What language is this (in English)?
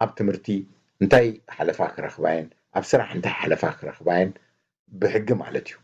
Tigrinya